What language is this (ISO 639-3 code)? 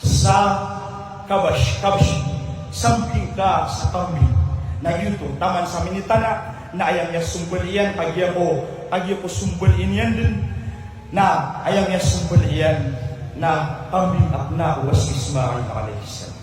mrw